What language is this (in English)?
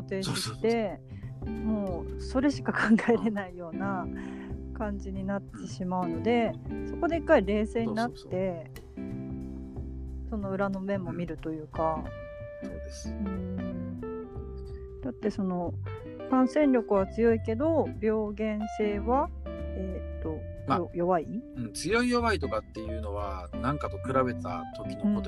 Japanese